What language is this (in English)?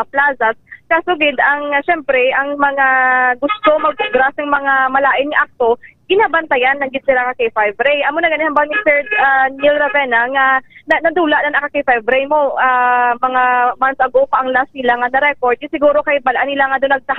Hiligaynon